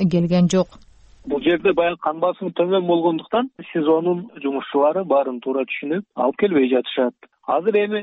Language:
Kyrgyz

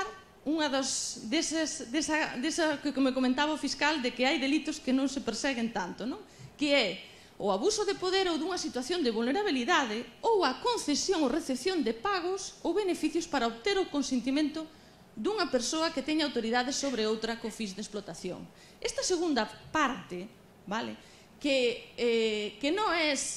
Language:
Galician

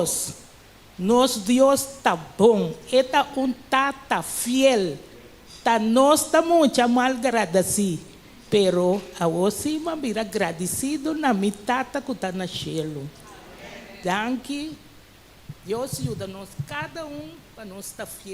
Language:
Papiamento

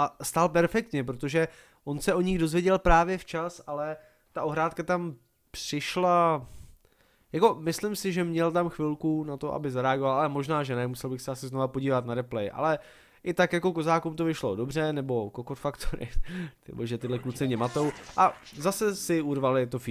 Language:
Czech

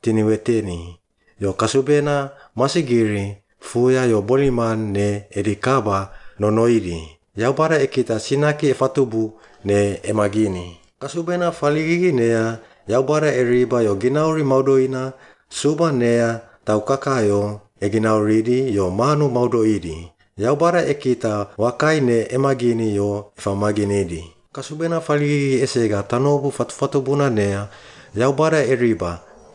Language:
Suau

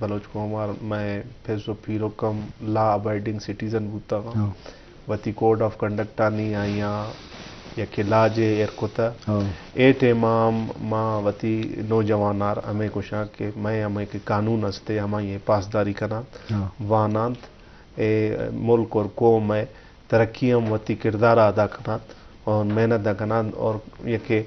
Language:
Eastern Balochi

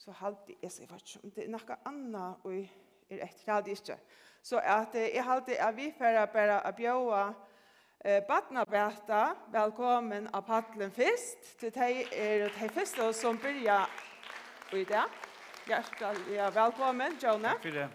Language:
Faroese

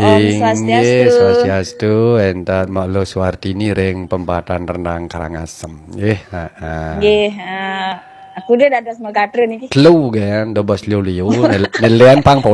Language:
Balinese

